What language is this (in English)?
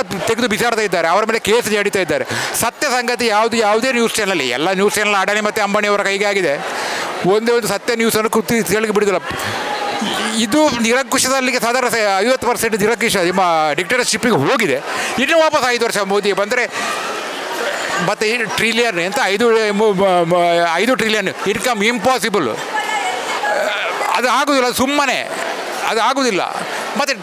Kannada